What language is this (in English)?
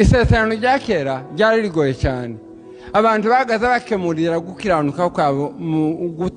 Kinyarwanda